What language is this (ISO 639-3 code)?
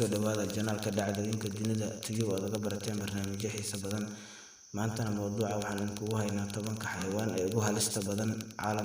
som